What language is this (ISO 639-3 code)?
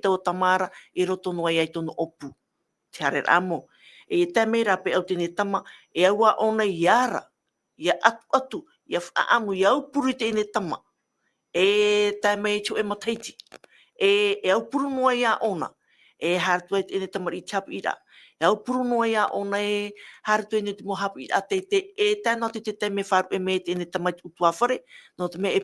tah